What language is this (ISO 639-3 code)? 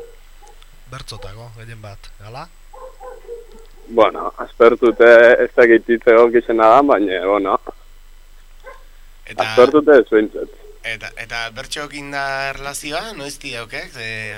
eus